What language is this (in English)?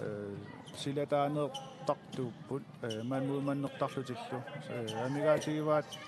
Kalaallisut